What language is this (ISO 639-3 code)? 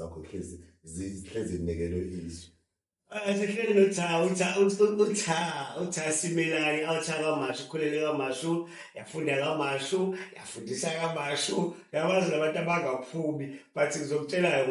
zul